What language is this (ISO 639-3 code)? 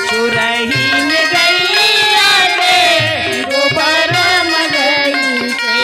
hne